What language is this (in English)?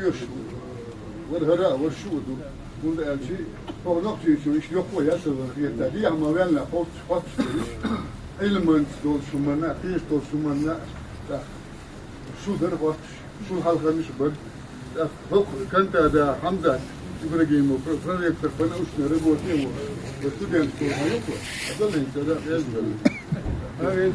Chechen